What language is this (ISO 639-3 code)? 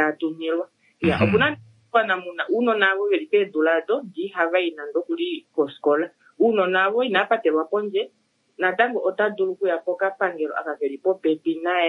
kua